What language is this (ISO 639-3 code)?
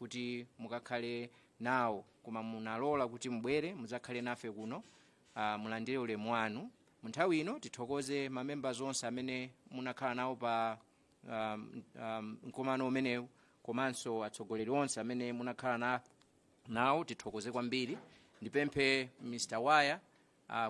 nya